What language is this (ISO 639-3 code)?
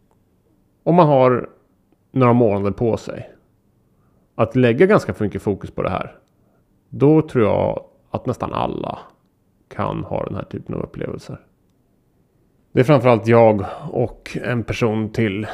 swe